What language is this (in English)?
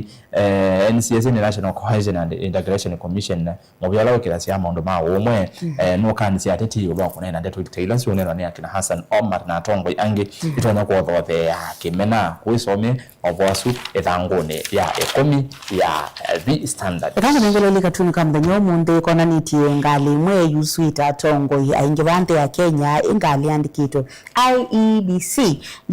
Kamba